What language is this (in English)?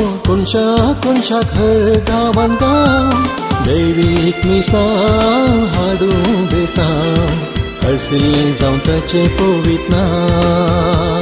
Konkani